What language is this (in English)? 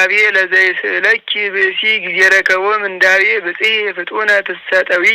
Geez